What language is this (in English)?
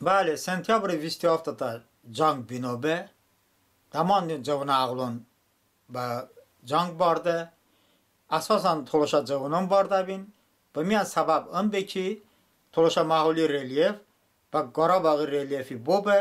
Talysh